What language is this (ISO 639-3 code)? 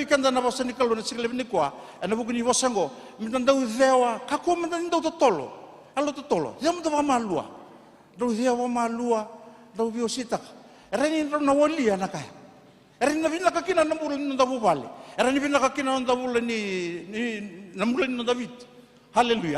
fij